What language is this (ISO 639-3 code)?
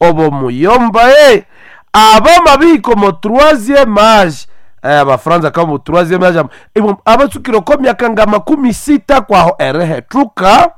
nnb